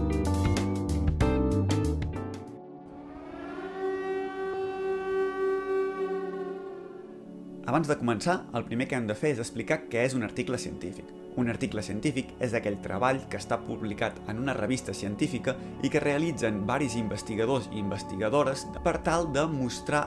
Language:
Catalan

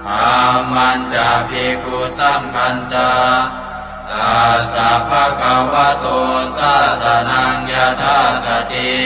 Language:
Pali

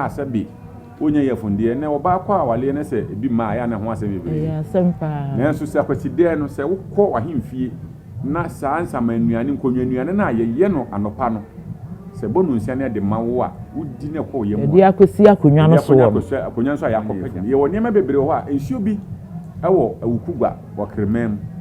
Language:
Akan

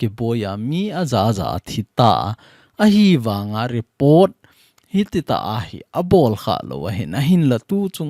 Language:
Thado Chin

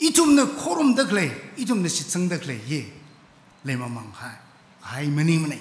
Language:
Tangkhul Naga (India)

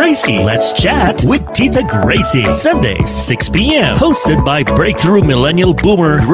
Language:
Filipino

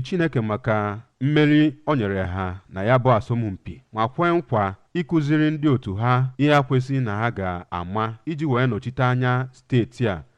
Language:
Igbo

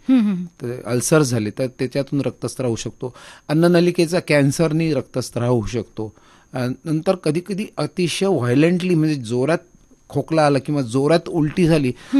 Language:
Marathi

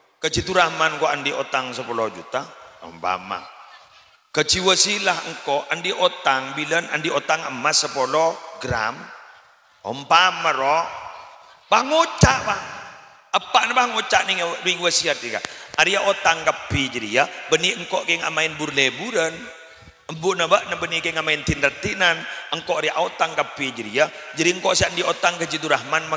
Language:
Madurese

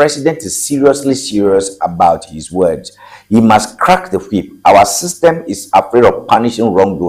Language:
Ewe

